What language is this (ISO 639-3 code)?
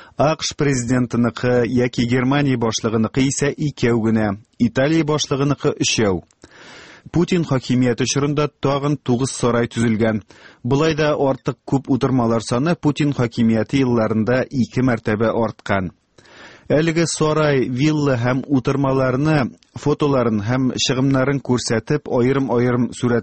tat